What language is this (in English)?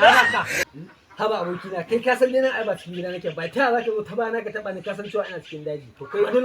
Hausa